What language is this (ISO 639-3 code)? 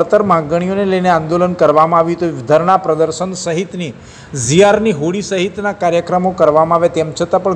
guj